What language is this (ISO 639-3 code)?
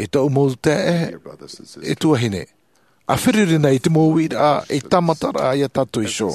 tah